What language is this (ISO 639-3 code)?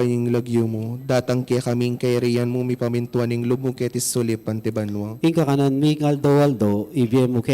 pam